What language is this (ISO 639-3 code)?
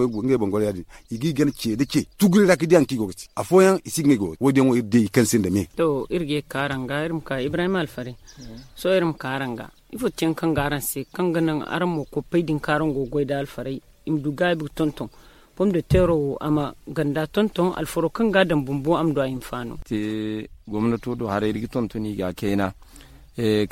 dje